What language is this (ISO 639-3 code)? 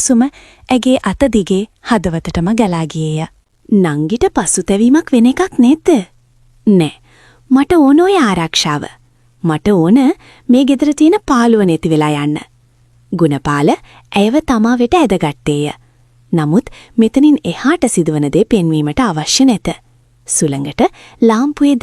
sin